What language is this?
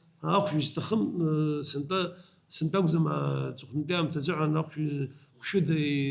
Abkhazian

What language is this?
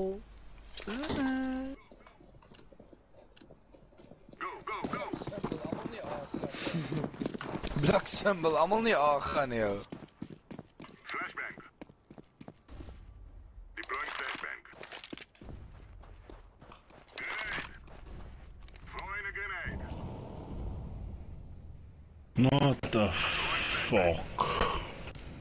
Afrikaans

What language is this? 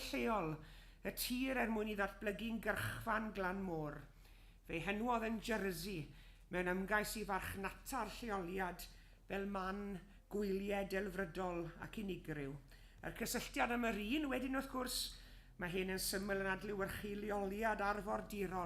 Welsh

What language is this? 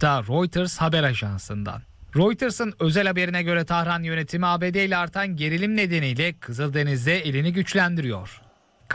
Turkish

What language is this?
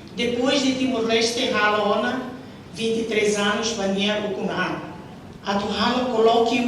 Tetum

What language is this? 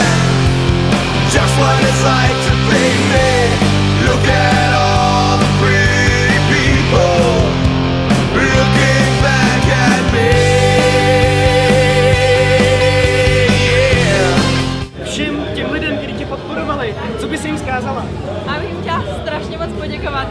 Czech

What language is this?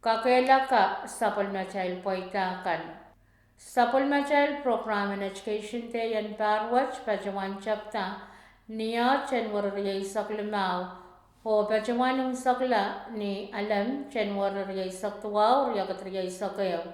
Pohnpeian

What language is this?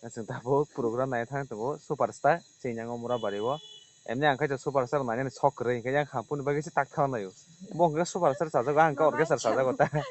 Kok Borok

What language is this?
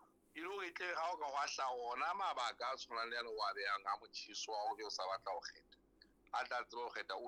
Southern Sotho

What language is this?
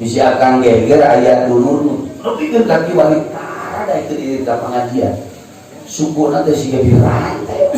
Sundanese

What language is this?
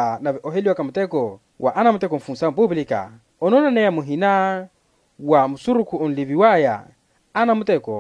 Makhuwa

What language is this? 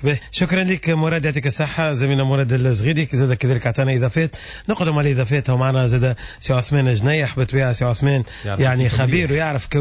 Tunisian Arabic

